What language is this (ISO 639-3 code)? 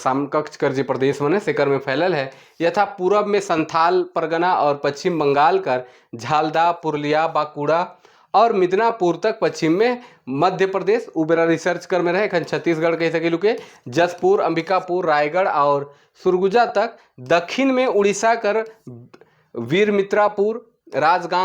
sck